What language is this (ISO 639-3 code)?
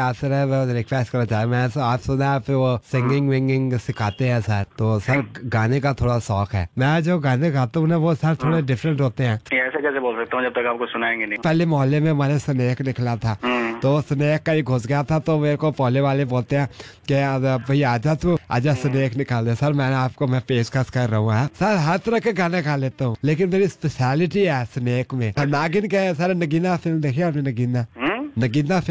hin